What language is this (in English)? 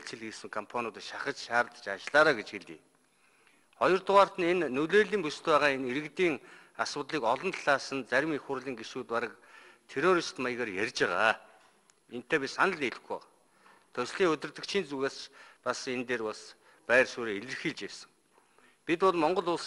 Mongolian